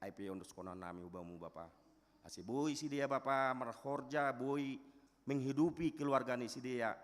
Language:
Batak Simalungun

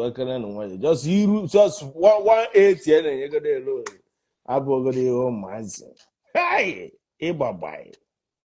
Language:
Igbo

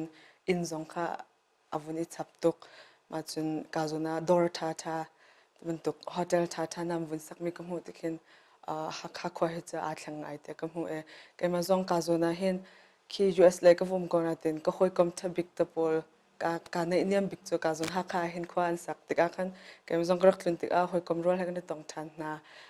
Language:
Hakha Chin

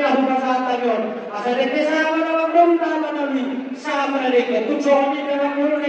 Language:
Batak Toba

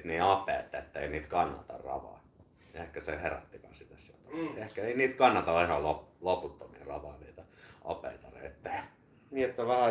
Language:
Finnish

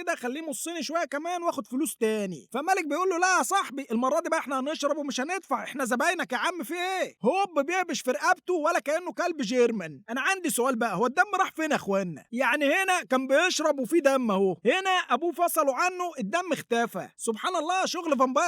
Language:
Egyptian Arabic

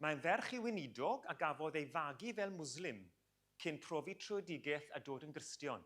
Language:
Welsh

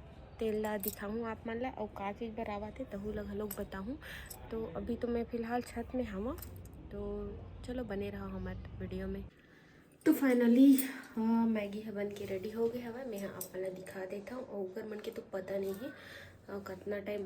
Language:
Chhattisgarhi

